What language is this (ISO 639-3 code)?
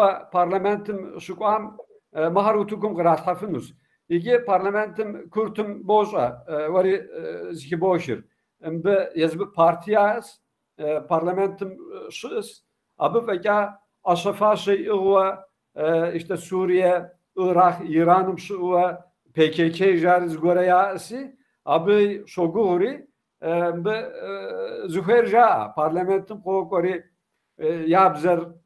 kbd